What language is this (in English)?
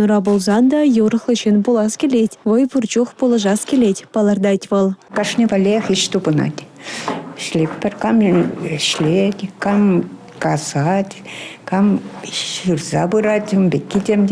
Chuvash